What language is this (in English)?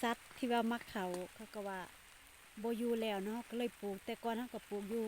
Lao